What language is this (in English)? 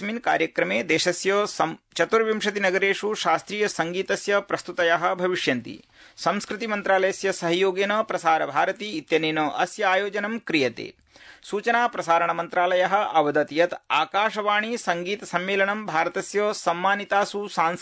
Sanskrit